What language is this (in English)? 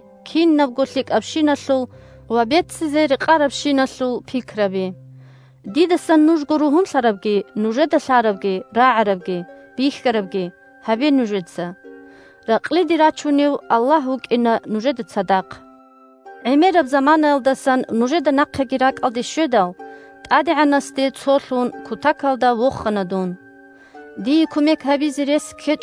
Avaric